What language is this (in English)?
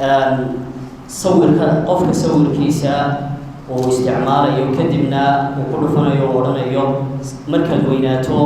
Somali